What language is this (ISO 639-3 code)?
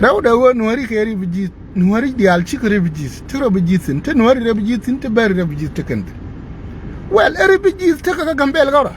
nus